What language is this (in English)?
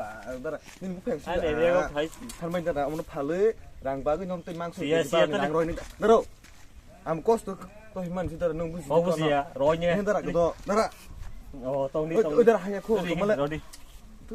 Kok Borok